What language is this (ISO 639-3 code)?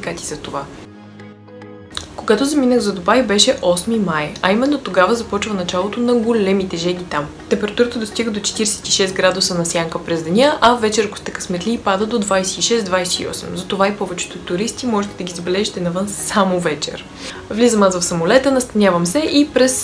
bul